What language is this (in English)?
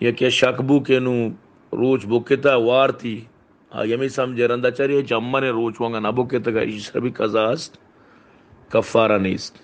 Baluchi